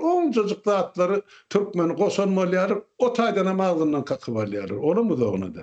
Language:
Turkmen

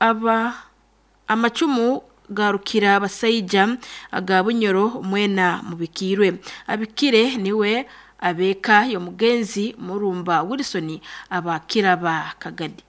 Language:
Nyoro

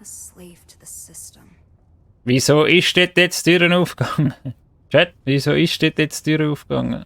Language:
Swiss German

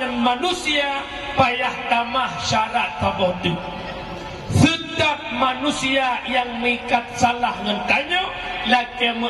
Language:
Achinese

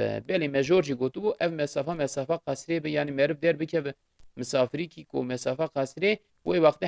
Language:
Kurdish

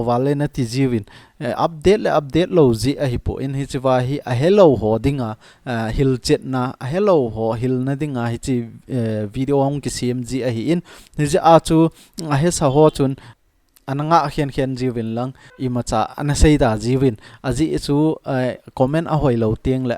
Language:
Thado Chin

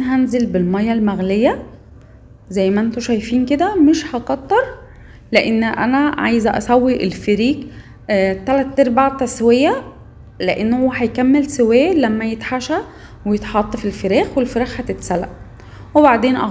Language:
Egyptian Arabic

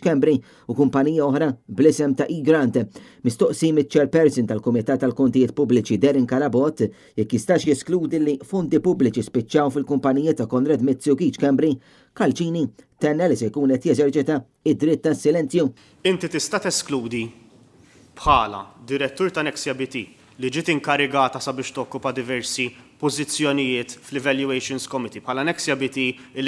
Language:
Maltese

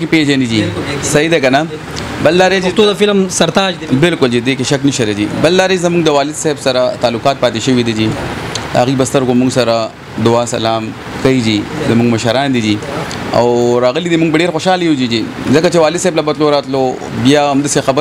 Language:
Pashto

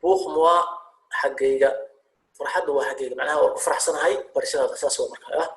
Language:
Somali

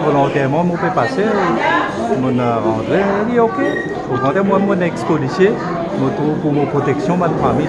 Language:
Morisyen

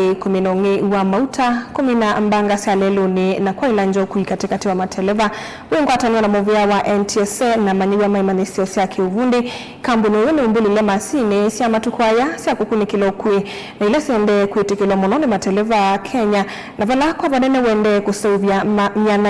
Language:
Kamba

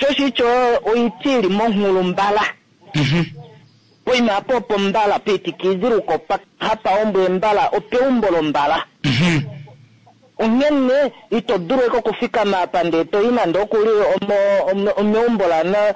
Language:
Kuanyama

